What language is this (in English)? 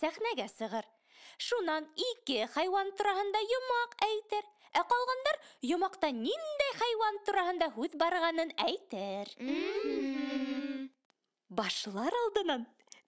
Bashkir